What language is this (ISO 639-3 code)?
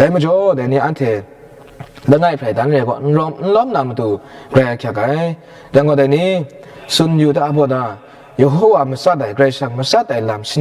kac